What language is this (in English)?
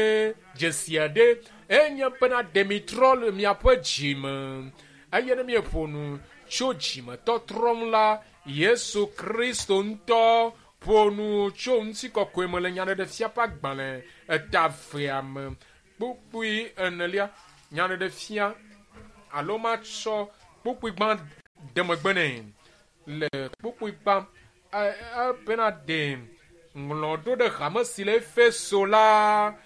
Ewe